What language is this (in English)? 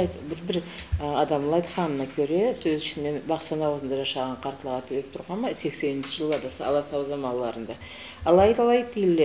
Karachay-Balkar